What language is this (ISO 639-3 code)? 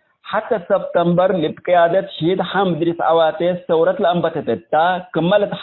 tig